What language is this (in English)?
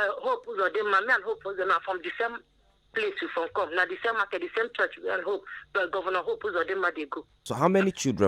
Nigerian Pidgin